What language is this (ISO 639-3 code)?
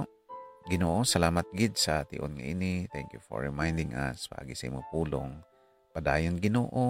hil